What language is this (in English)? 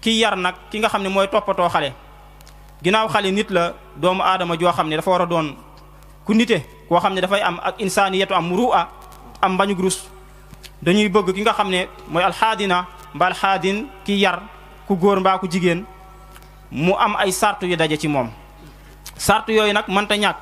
Wolof